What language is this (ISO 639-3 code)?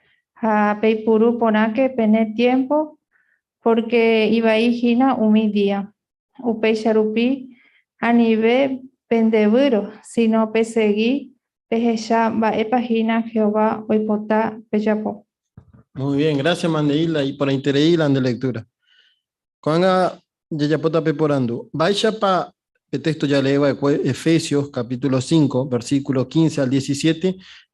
grn